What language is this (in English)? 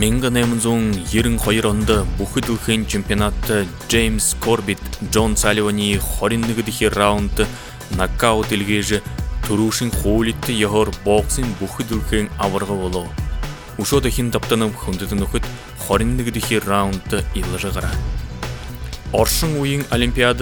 Buriat